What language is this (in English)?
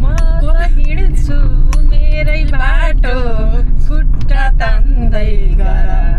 Nepali